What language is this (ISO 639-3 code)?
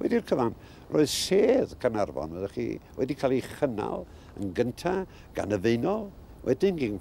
cym